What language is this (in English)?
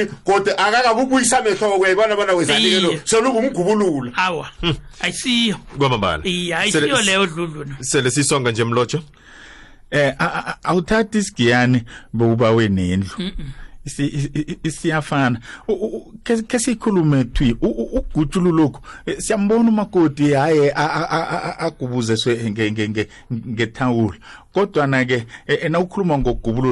South Ndebele